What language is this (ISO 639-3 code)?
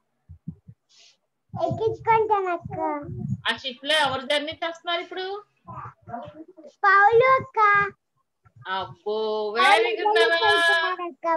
tel